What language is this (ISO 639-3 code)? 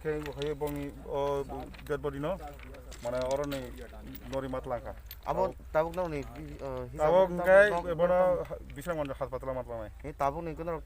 trp